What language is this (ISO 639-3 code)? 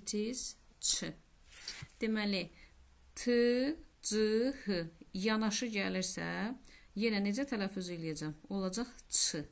aze